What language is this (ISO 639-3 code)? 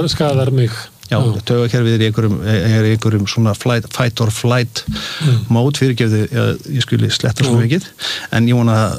isl